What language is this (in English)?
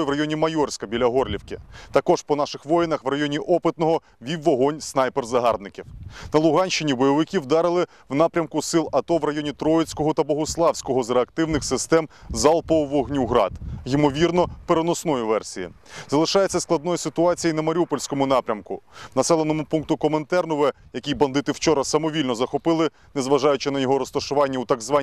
Ukrainian